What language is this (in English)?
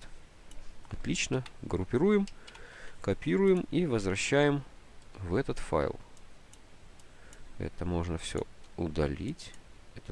Russian